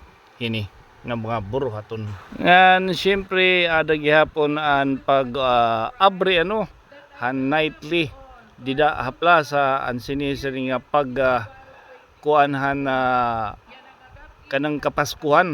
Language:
Waray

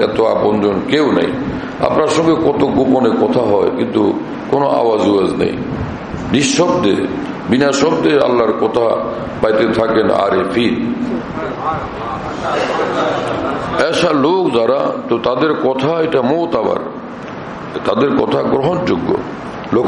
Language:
Bangla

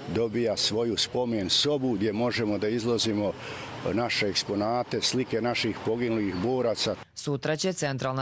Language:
Croatian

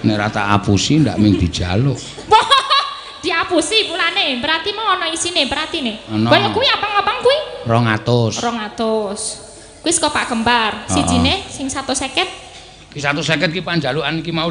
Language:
Javanese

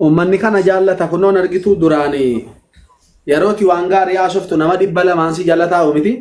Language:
Oromo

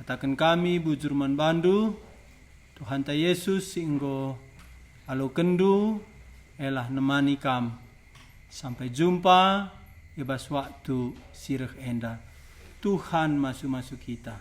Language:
Batak Karo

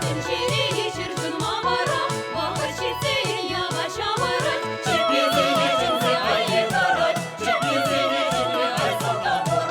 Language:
Chuvash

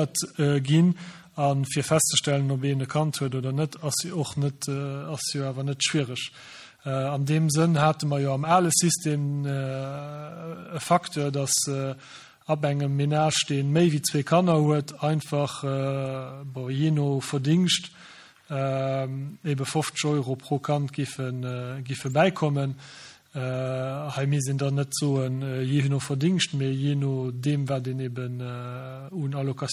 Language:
Luxembourgish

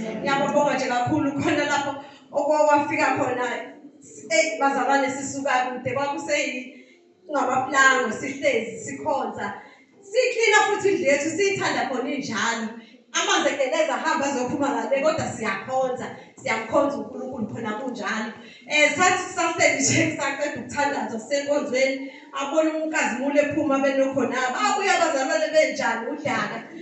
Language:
Zulu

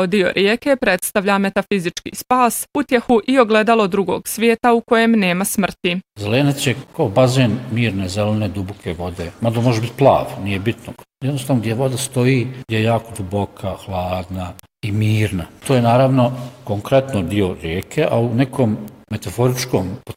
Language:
Bosnian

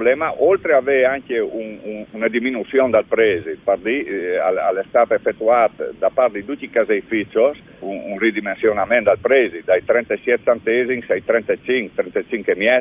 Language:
Friulian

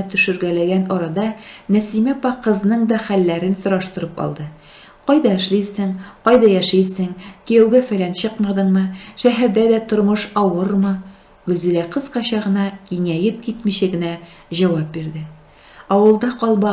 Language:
Tatar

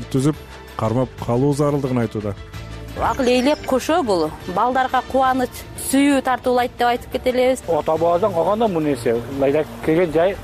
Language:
Kyrgyz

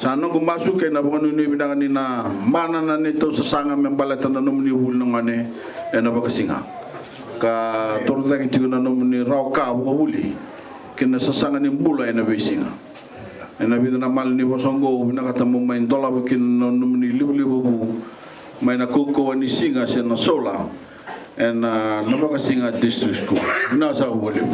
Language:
Fijian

